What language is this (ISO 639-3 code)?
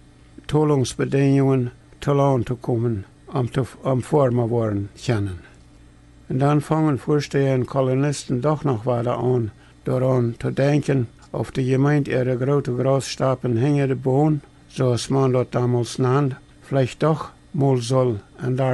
pdt